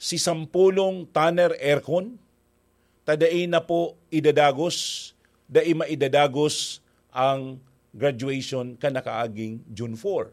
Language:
Bikol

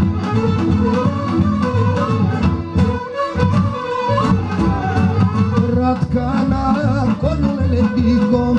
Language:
Bulgarian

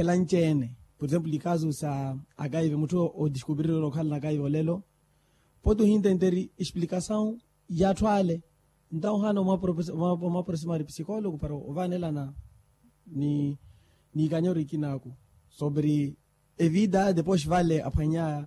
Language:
Makhuwa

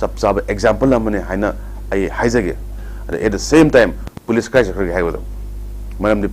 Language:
Manipuri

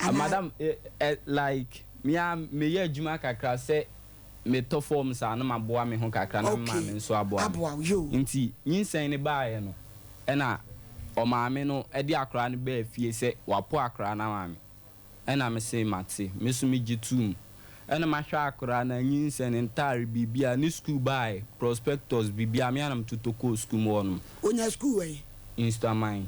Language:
Akan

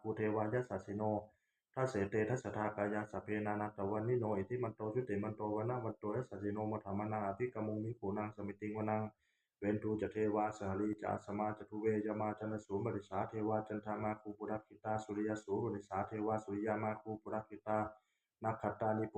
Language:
Pali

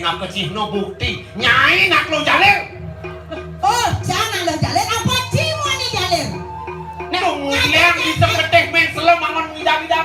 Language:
Balinese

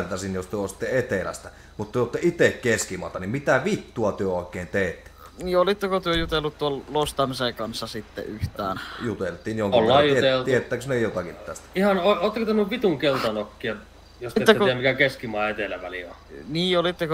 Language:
Finnish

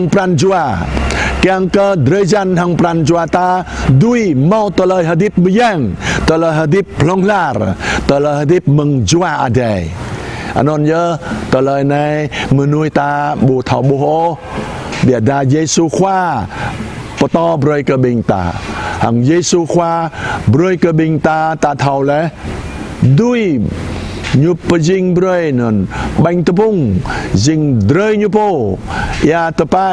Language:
Jarai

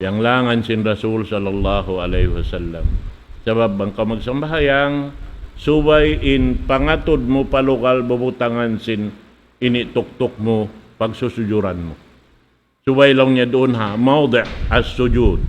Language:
Tausug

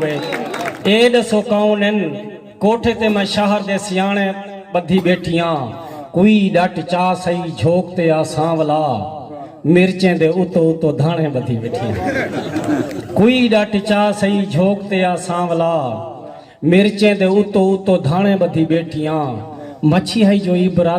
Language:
Saraiki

